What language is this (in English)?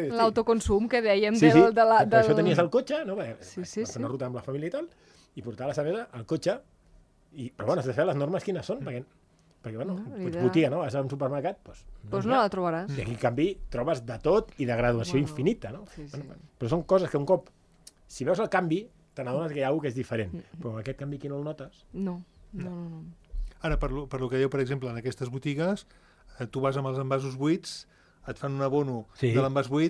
Catalan